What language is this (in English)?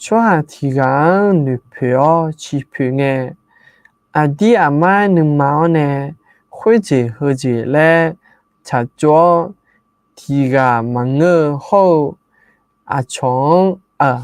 Akha